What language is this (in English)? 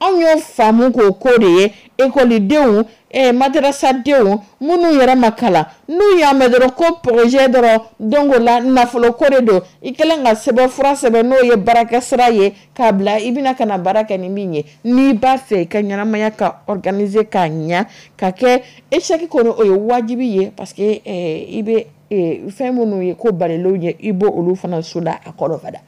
Dyula